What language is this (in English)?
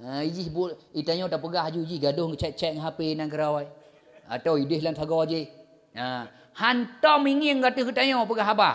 Achinese